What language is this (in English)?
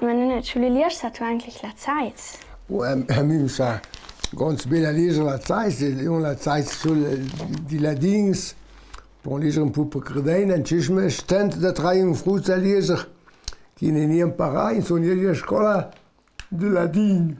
Ladin